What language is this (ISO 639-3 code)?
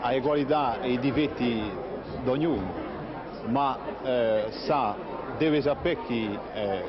cos